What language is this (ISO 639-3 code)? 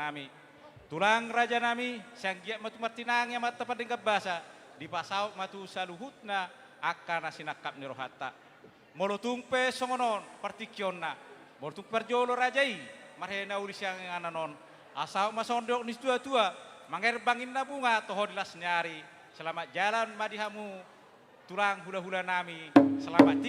bbc